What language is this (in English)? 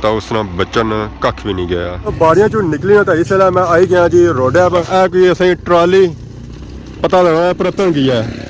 Pahari-Potwari